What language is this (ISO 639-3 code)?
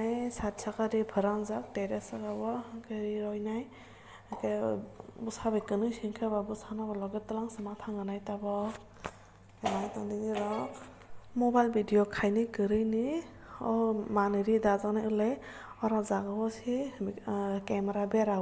trp